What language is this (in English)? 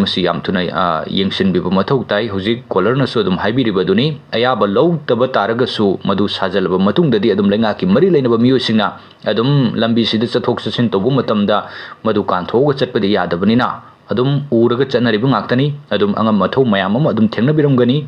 Manipuri